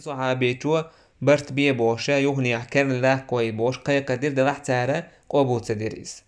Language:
Chechen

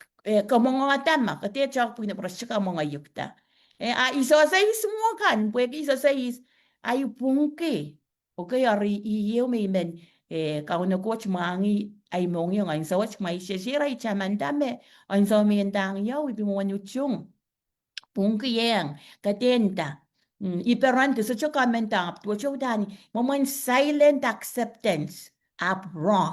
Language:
Pohnpeian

